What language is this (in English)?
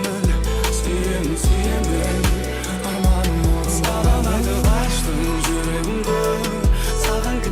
Kara-Kalpak